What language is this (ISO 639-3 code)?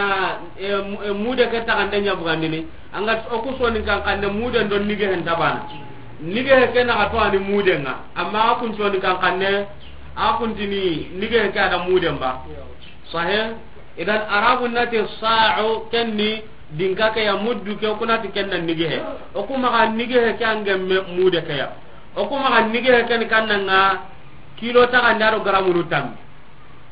snk